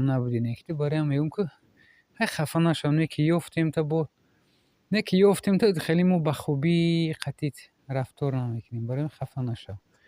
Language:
Tajik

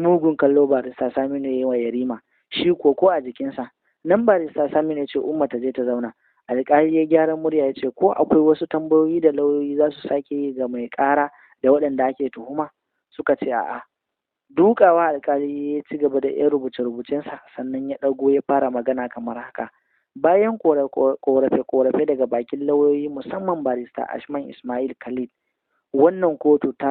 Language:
Hausa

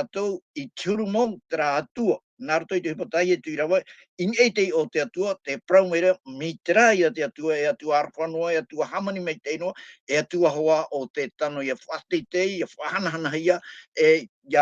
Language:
Tahitian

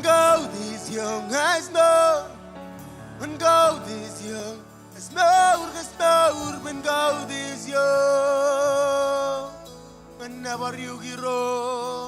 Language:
Marshallese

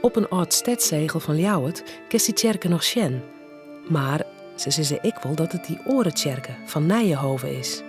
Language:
Western Frisian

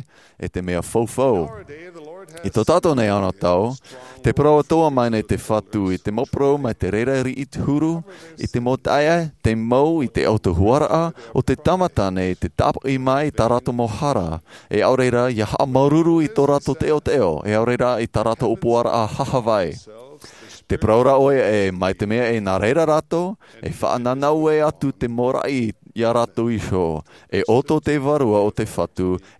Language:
Tahitian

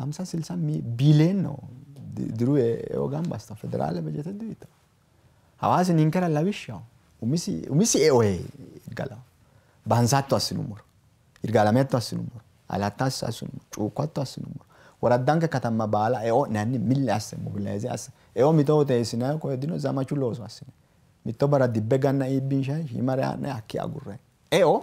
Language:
Sidamo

